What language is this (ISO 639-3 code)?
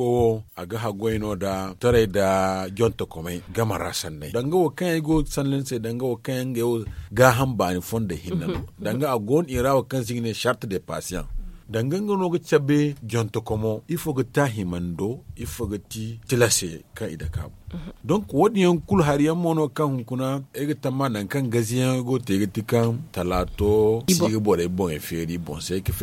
dje